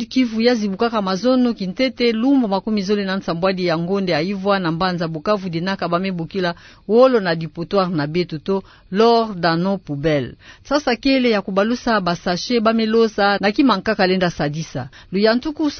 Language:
Kituba (Democratic Republic of Congo)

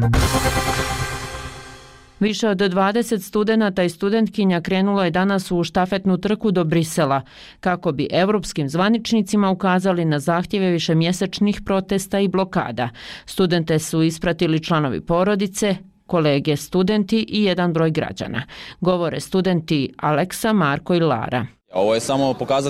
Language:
Bosnian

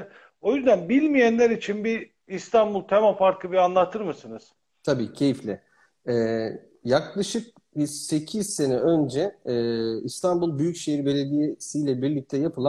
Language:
Turkish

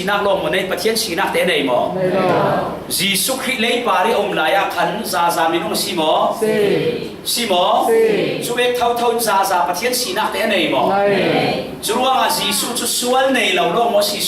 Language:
Falam Chin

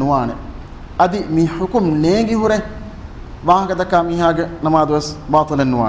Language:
Divehi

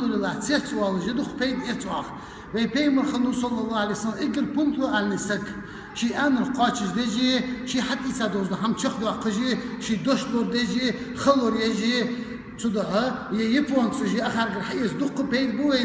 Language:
Chechen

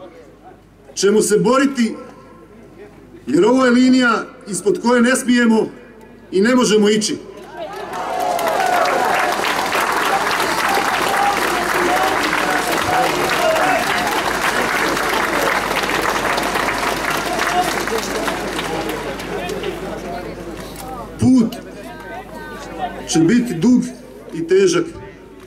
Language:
Croatian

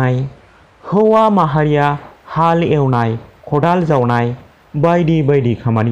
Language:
Bodo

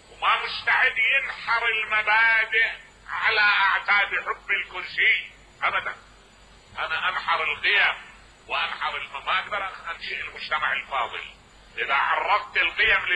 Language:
Mesopotamian Arabic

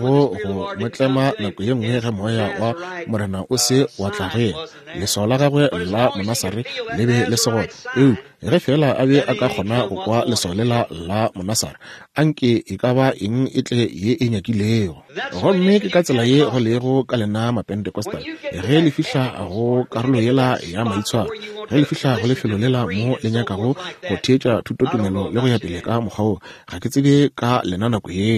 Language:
Northern Sotho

